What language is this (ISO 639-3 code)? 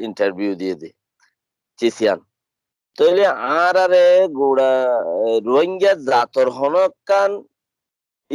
rhg